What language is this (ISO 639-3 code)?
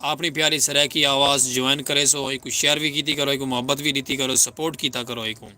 skr